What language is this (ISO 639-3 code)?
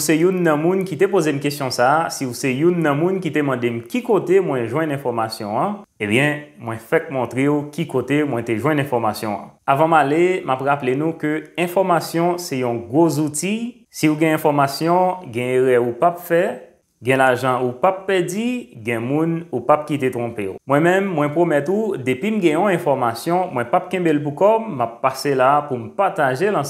hat